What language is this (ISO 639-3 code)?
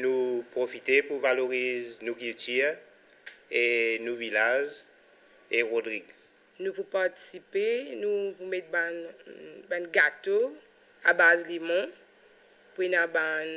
mfe